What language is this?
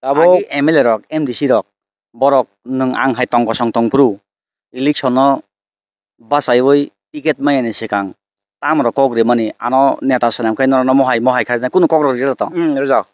Kok Borok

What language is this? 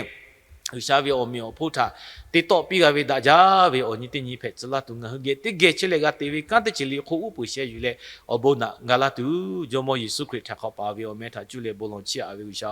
Lahu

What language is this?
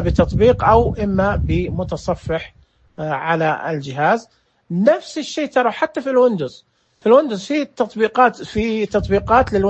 Najdi Arabic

